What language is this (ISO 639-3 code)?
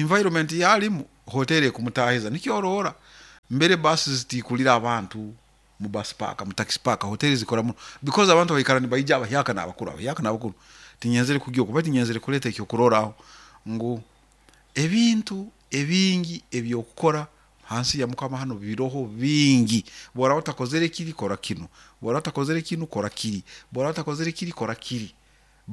nyo